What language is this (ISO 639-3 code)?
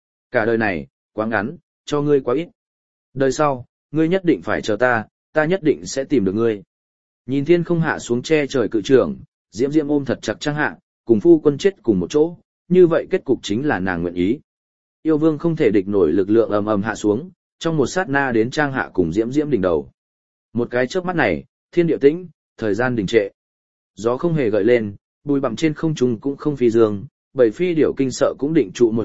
vie